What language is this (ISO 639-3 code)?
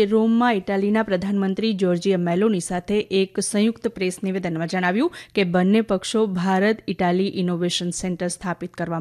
guj